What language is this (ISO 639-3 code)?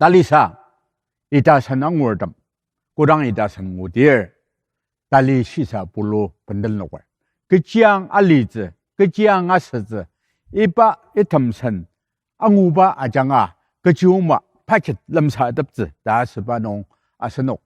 njo